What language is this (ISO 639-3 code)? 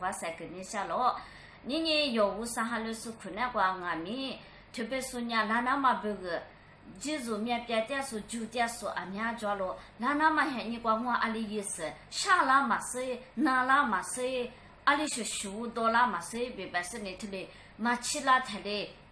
lis